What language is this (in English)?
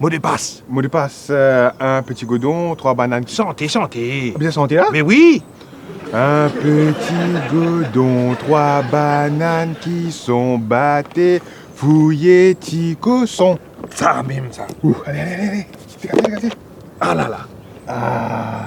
Morisyen